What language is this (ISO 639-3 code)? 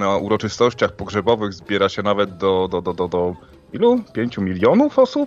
pol